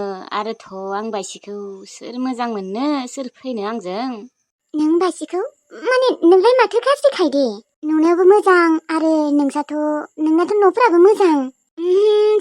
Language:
Bodo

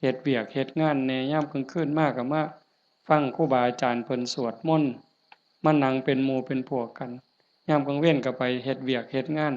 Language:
Northeastern Thai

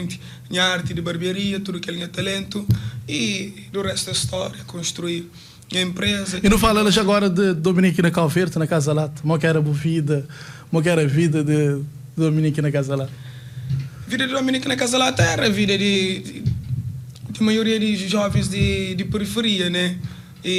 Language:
Kabuverdianu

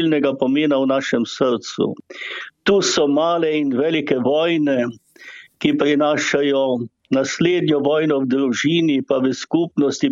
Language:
Slovenian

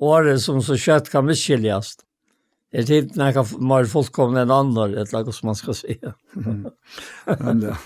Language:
Faroese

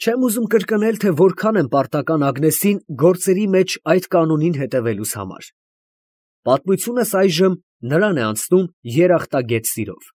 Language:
Armenian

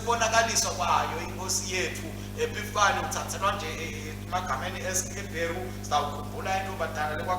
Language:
Swati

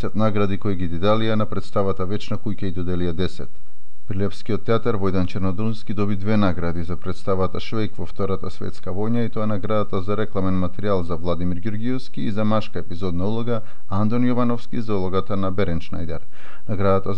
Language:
Macedonian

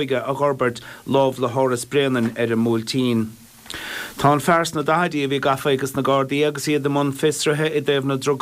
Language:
Irish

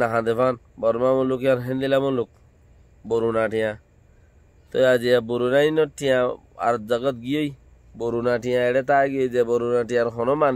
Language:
Rohingya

